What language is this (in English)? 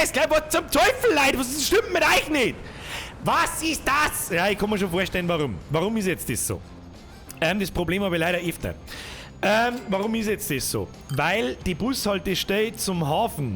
Bavarian